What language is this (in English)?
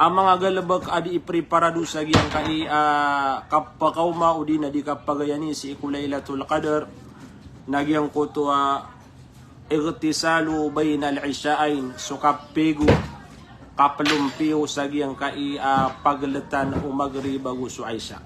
Maranao